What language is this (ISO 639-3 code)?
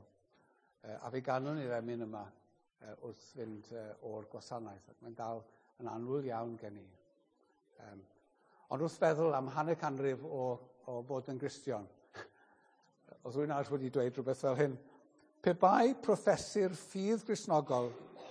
cym